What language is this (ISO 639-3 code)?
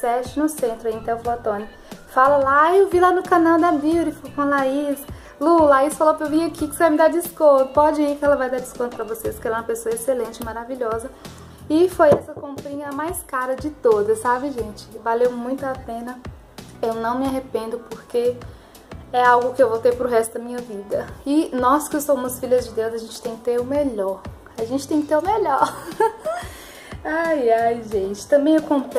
por